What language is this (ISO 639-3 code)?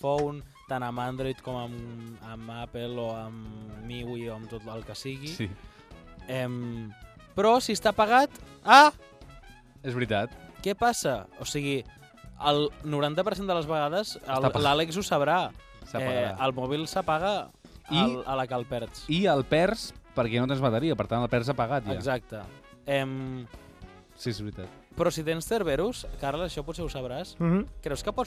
cat